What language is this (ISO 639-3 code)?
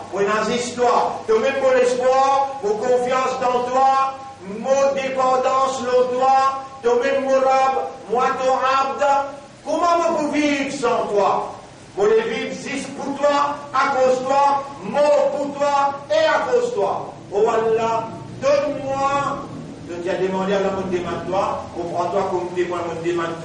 mfe